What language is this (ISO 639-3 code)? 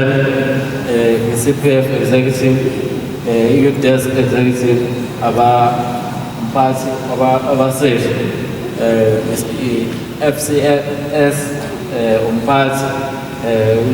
zul